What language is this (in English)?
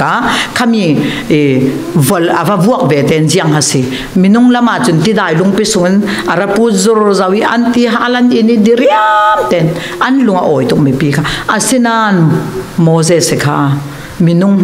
Falam Chin